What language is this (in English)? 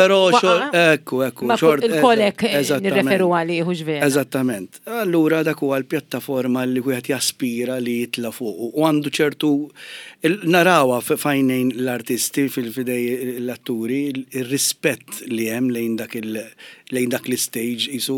Maltese